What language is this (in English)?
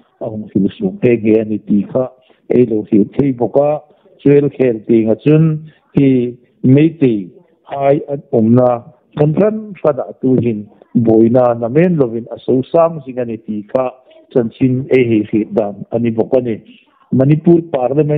Hmar